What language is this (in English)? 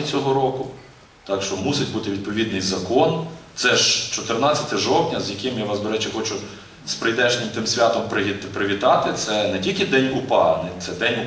Ukrainian